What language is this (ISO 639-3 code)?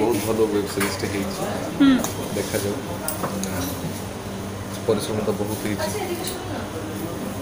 ori